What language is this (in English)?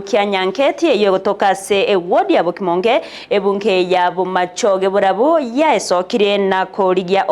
Gusii